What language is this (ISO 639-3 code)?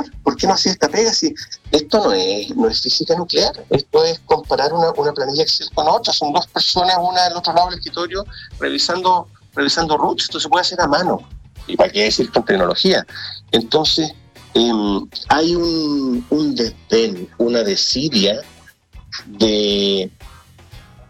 spa